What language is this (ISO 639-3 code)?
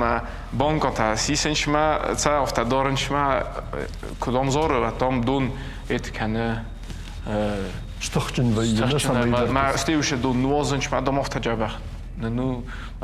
oss